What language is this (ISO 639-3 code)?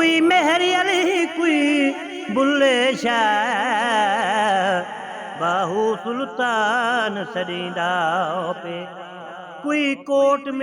skr